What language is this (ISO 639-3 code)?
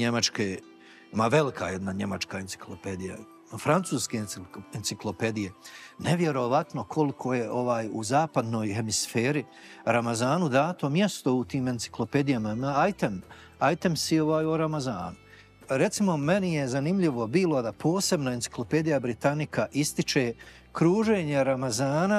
bos